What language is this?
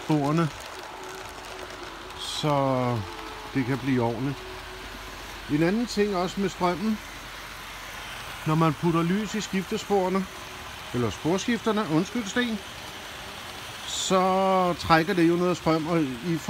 Danish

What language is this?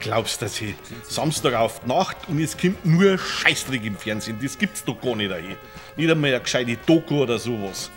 Bavarian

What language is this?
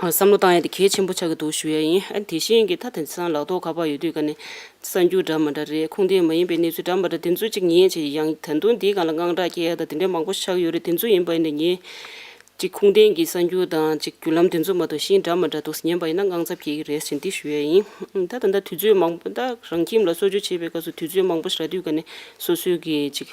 Tibetan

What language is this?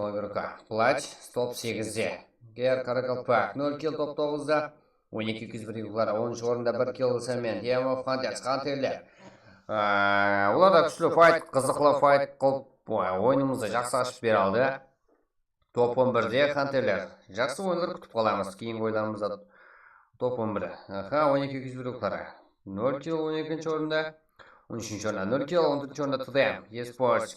Kara-Kalpak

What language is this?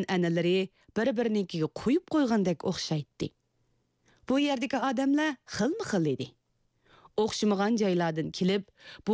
Uyghur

